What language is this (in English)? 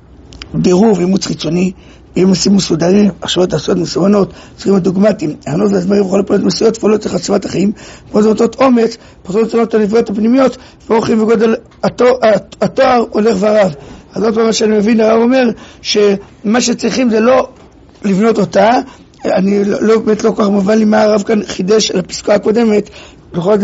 Hebrew